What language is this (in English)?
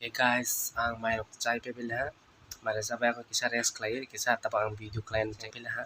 Kok Borok